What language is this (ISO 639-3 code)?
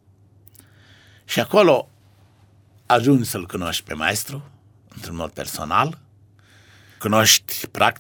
ron